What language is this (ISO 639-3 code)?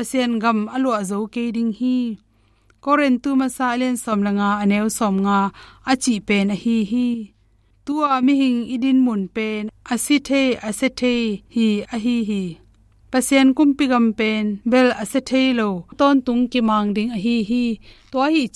ctd